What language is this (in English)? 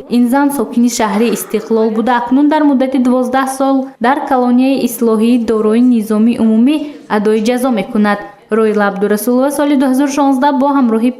Tajik